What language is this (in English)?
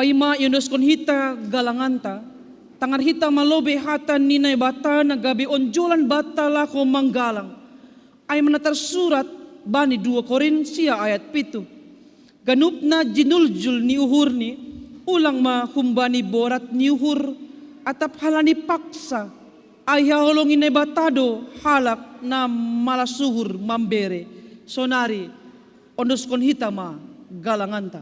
Batak Simalungun